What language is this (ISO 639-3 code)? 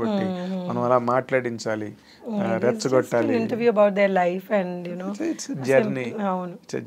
tel